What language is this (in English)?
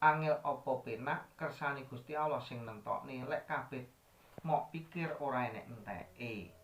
Javanese